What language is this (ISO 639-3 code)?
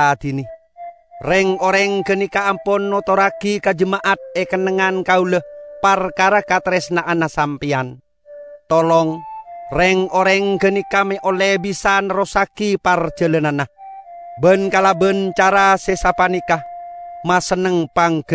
mad